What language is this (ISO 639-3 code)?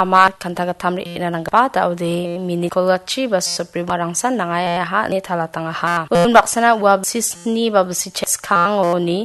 grt